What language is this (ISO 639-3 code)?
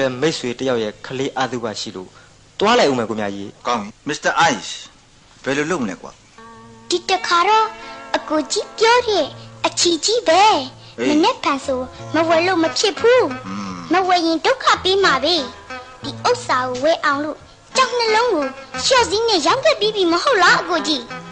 mya